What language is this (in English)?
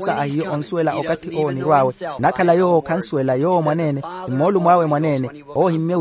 Makhuwa